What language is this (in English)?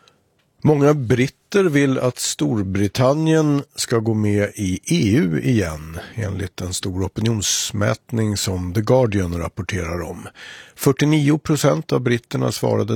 Swedish